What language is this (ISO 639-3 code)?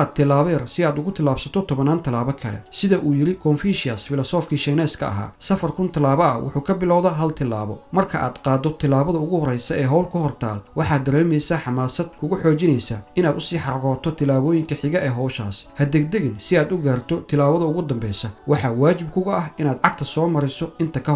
som